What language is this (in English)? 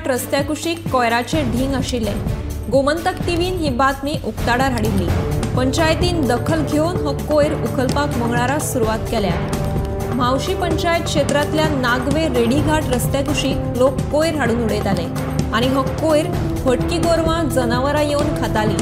Konkani